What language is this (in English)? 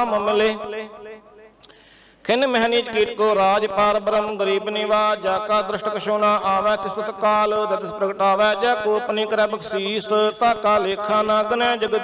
Punjabi